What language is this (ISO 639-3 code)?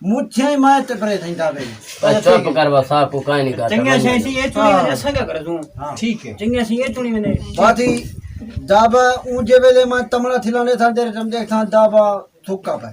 skr